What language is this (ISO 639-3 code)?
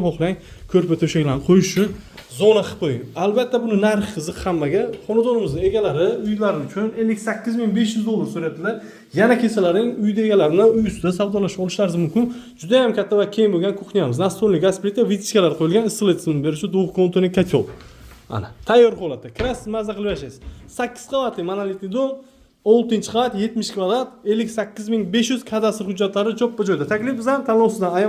uzb